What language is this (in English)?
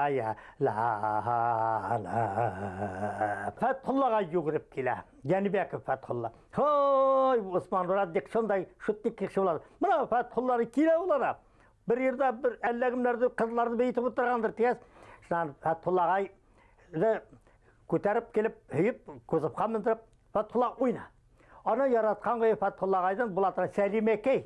Bashkir